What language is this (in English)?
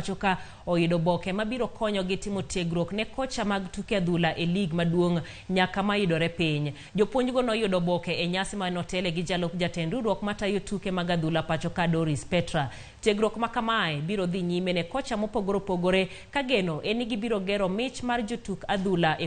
Luo (Kenya and Tanzania)